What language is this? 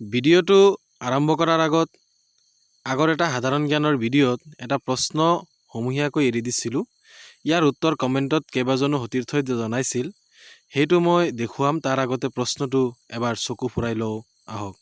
Assamese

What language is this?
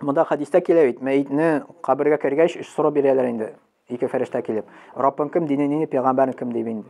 Tatar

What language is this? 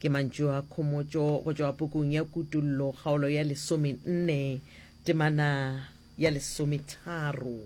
Northern Sotho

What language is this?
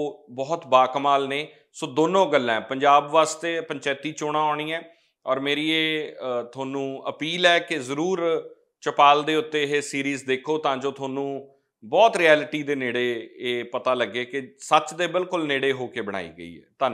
Punjabi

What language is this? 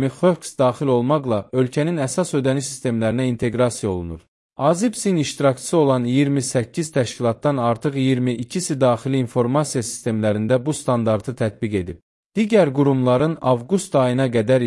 Azerbaijani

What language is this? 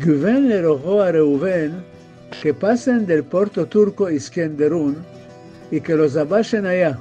Ladino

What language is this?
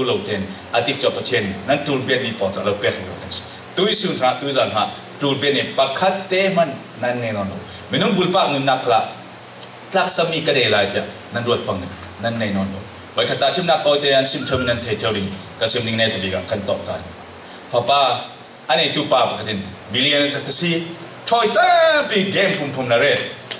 Falam Chin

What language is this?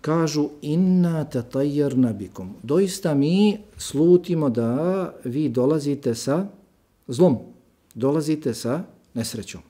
Bosnian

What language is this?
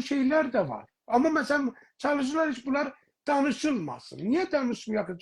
South Azerbaijani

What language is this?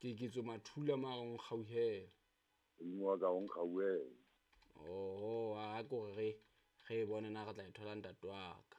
Southern Sotho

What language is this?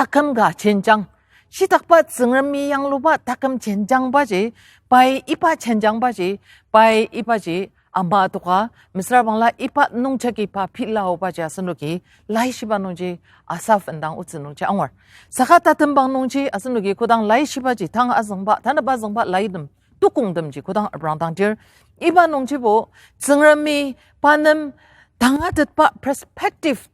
Ao Naga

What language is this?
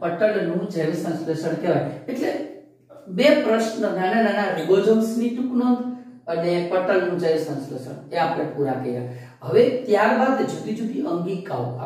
Gujarati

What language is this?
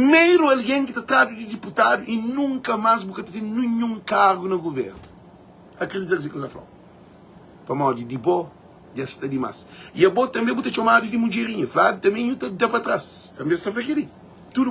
Kabuverdianu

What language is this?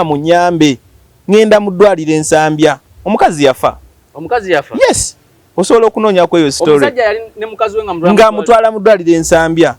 Ganda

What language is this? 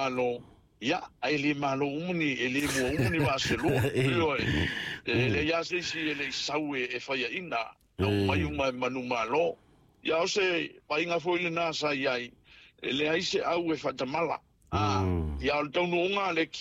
Samoan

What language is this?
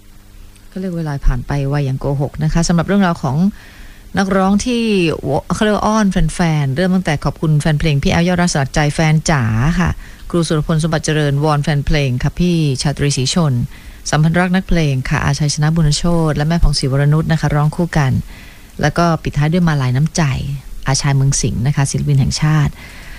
Thai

